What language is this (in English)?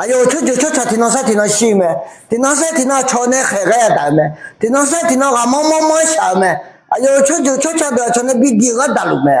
Akha